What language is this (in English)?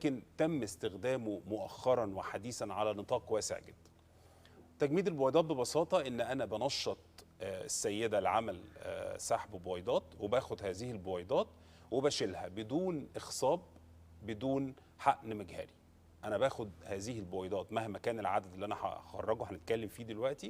Egyptian Arabic